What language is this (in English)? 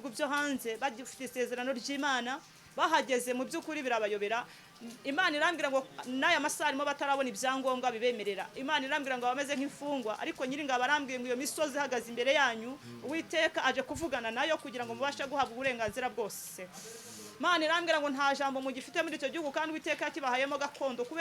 Kinyarwanda